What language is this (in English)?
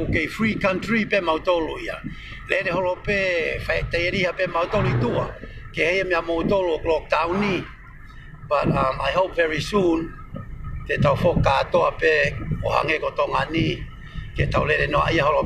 Tongan